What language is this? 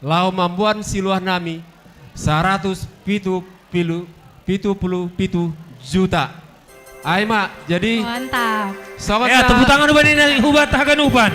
Batak Simalungun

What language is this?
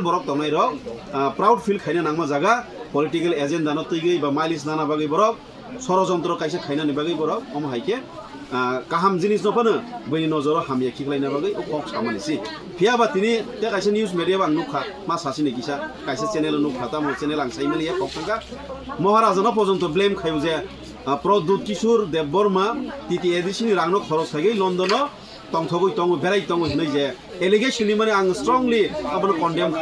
Kok Borok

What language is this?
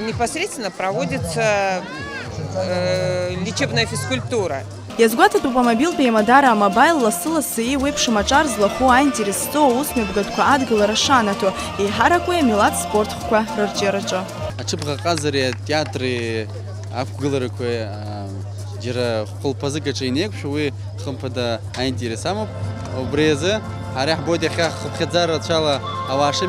Abkhazian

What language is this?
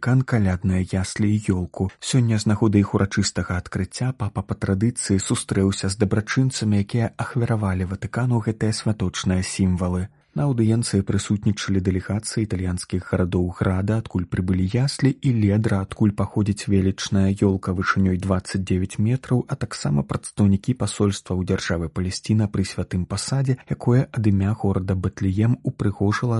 Belarusian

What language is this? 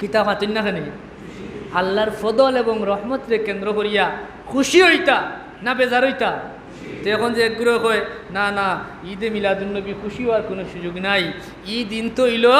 Sylheti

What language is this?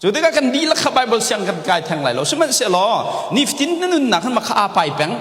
Hakha Chin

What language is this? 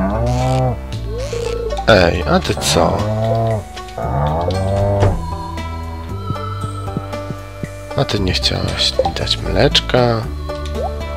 Polish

